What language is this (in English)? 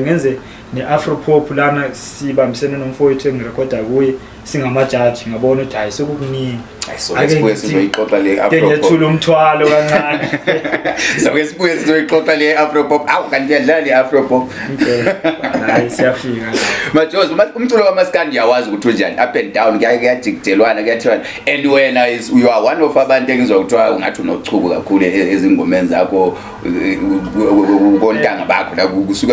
Zulu